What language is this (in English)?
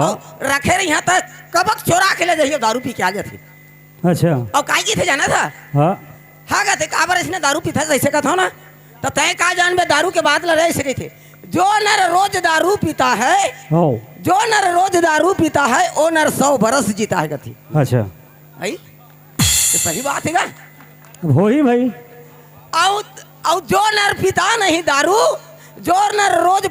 Chhattisgarhi